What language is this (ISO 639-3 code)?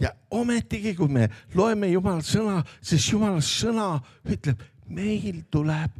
est